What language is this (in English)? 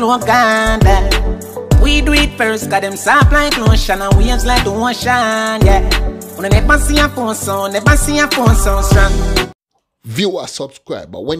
Jamaican Creole English